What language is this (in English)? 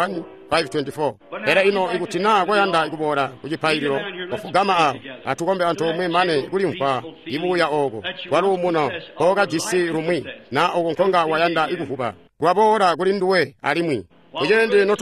Tonga (Zambia)